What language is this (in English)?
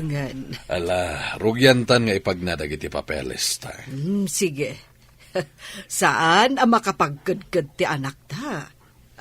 Iloko